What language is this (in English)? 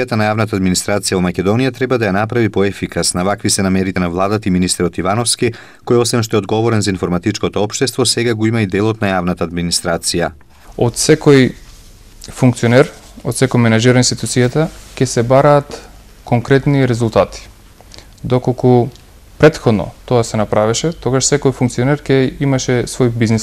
Macedonian